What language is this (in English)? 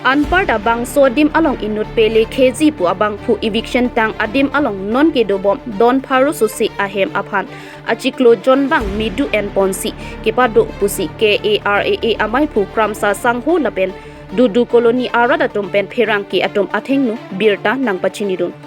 Karbi